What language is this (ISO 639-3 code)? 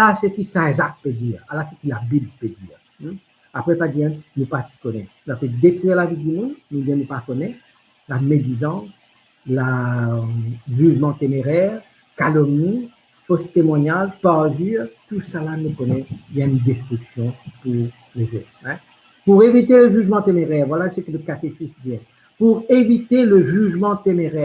mfe